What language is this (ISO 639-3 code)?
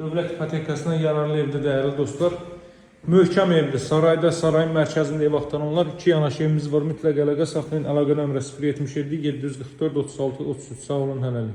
aze